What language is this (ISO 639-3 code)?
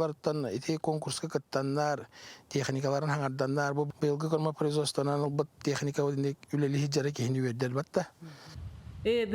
sah